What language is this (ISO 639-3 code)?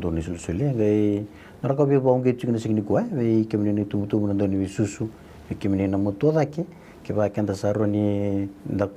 fij